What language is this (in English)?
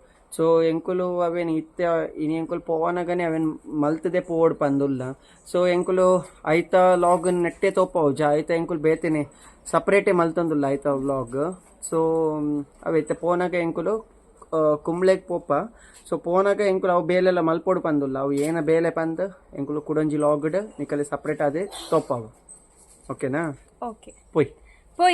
Tulu